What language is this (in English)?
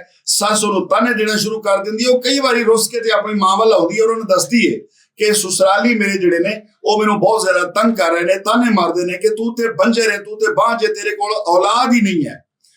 Western Panjabi